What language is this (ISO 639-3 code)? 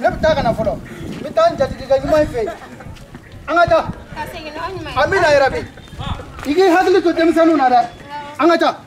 sna